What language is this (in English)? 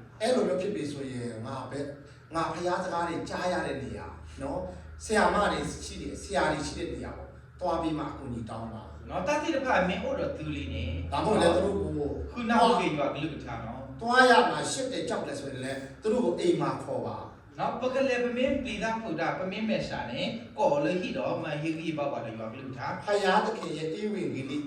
S'gaw Karen